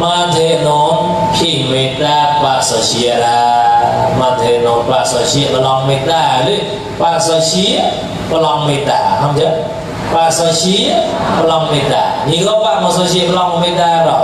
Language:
Mon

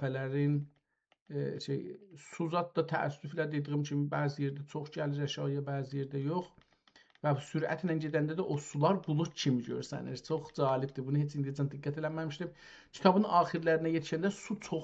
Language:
South Azerbaijani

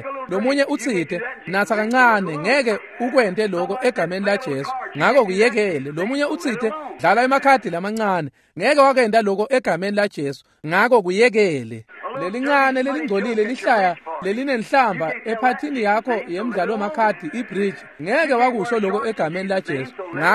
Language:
Swati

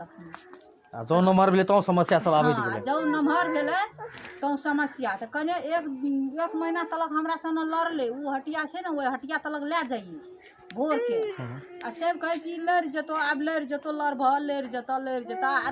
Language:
Maithili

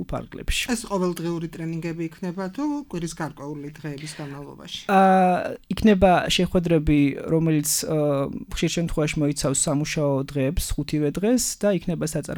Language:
Georgian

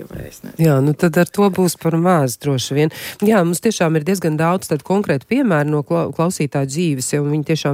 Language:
Latvian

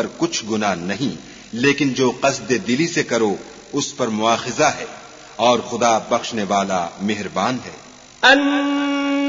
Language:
Urdu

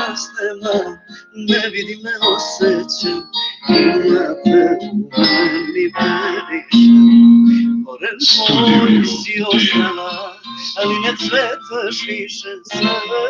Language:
Balkan Romani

